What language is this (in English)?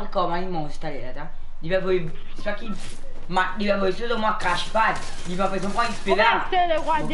Morisyen